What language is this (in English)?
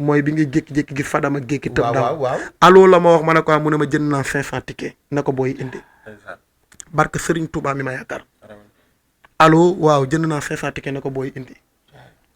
Wolof